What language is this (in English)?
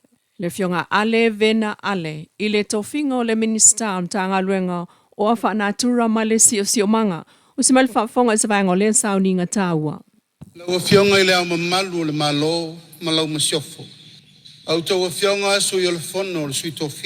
Samoan